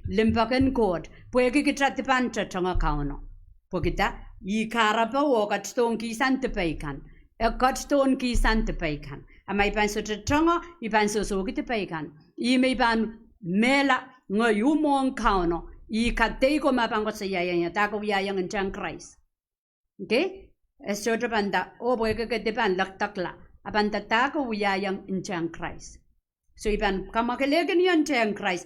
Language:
Pohnpeian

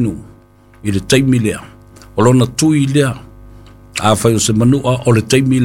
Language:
Samoan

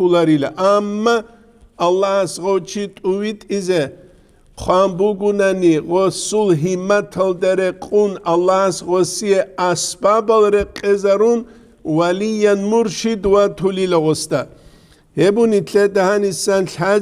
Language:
Avaric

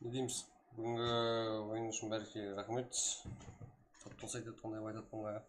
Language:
Kara-Kalpak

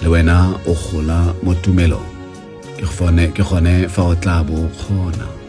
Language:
Tswana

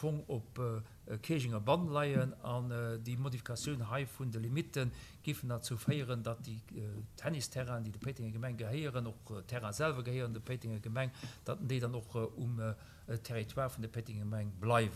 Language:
Luxembourgish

